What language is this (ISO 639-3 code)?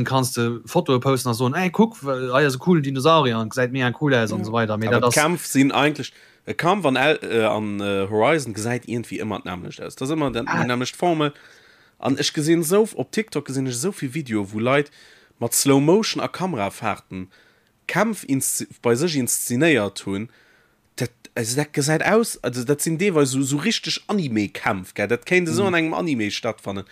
ltz